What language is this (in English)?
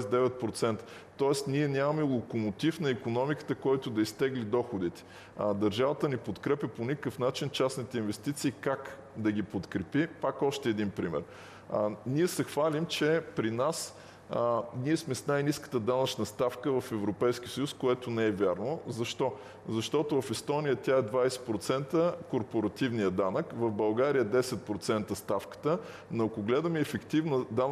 Bulgarian